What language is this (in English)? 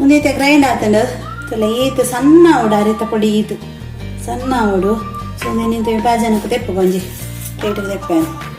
Tulu